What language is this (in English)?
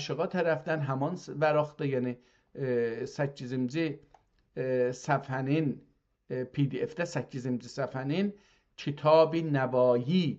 South Azerbaijani